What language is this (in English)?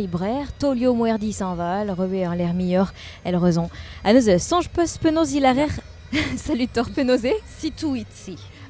Breton